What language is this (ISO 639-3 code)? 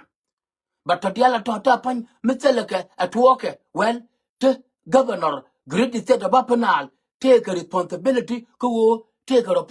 nus